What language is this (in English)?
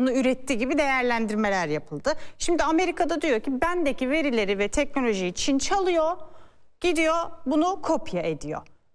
Turkish